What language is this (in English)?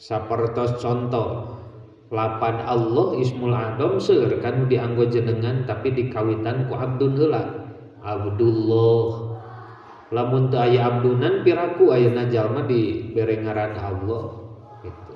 Sundanese